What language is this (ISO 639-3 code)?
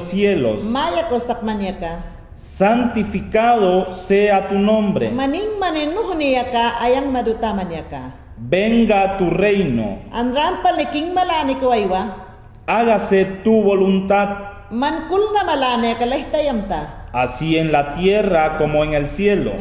yan